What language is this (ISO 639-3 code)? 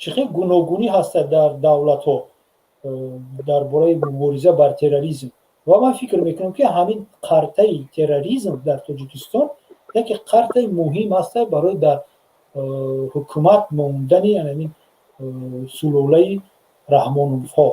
tgk